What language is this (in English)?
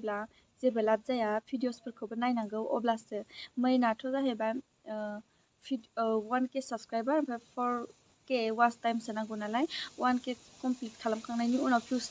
Bodo